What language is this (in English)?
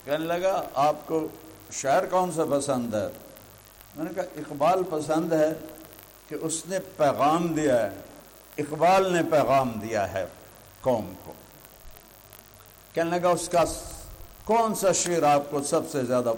Urdu